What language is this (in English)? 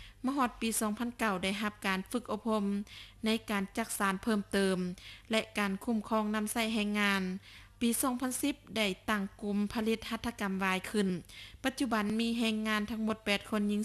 Lao